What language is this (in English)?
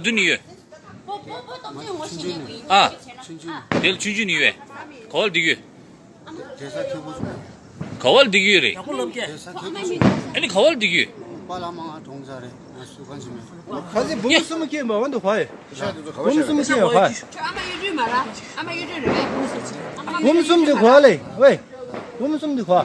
Tibetan